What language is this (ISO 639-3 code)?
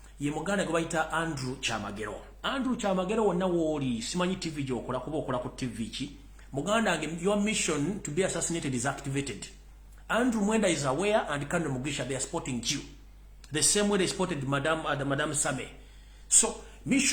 lug